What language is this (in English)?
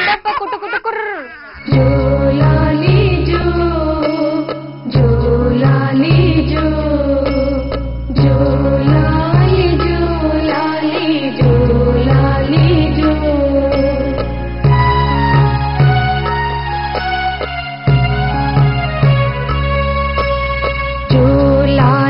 Kannada